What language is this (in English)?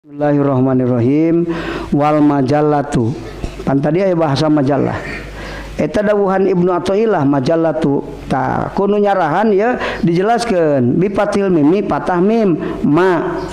Sundanese